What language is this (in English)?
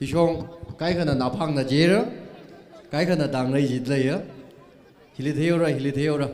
Tangkhul Naga (India)